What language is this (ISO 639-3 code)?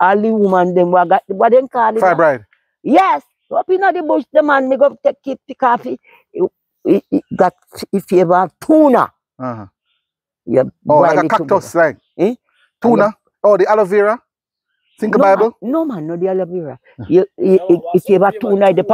jam